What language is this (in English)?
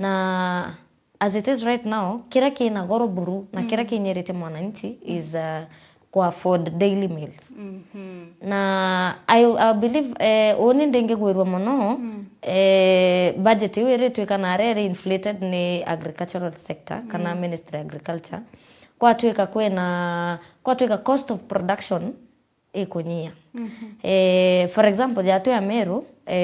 Meru